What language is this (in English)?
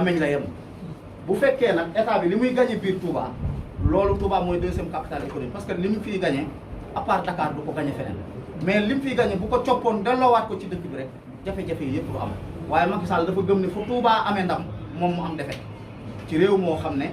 Wolof